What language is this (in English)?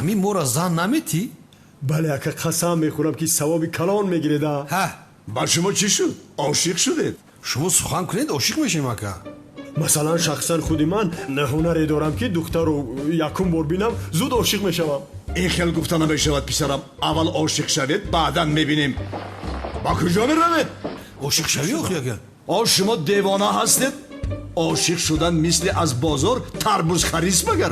Tajik